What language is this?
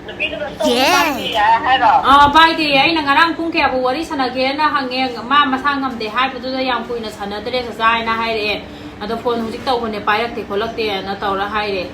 Manipuri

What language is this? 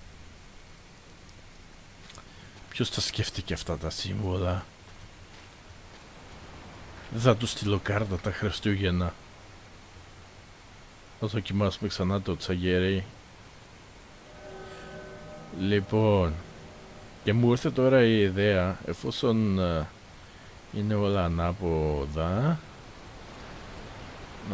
Greek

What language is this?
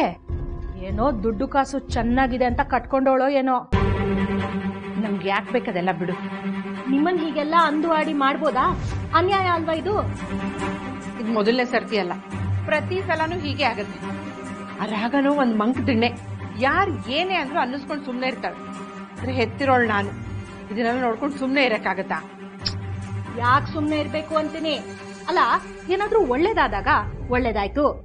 Kannada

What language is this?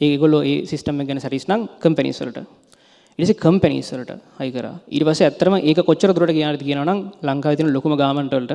Sinhala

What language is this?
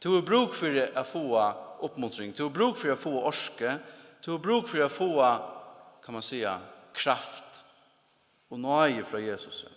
Faroese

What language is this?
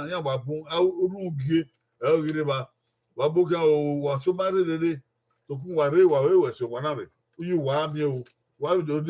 Bini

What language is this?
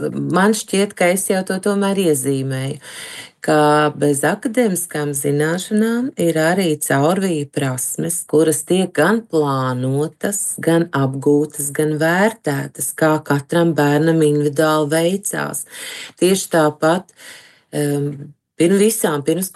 Latvian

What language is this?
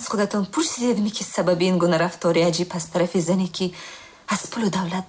Tajik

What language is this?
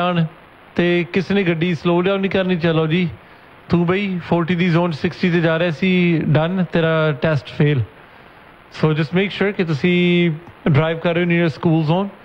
Punjabi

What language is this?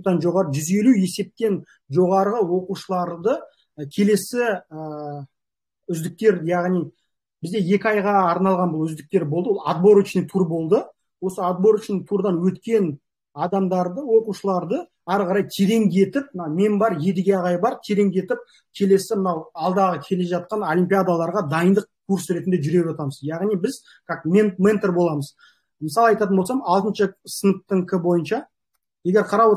Kazakh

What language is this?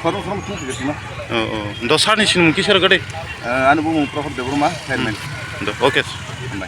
Kok Borok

